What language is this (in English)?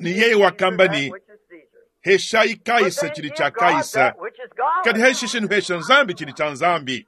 Luba-Lulua